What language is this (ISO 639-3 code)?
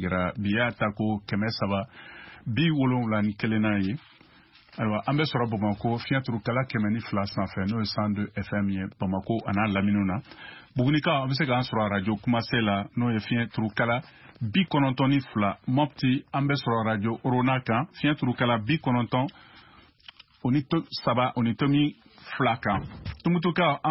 bam